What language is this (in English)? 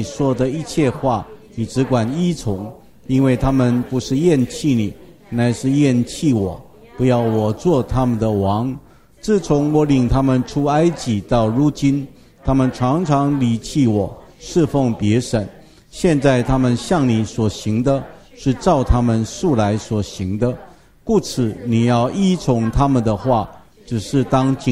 Chinese